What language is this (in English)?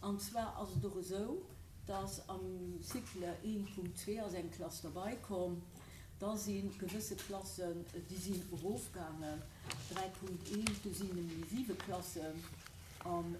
Luxembourgish